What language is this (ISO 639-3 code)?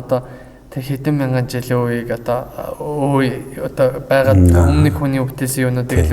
mon